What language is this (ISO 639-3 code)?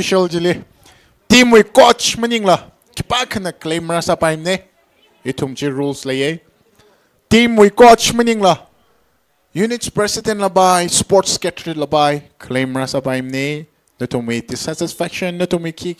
nmf